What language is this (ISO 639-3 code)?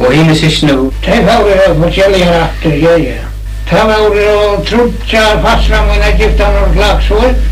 fao